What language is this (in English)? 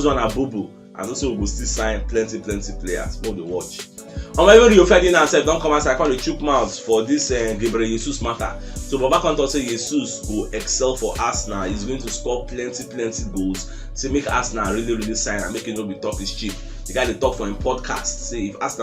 Nigerian Pidgin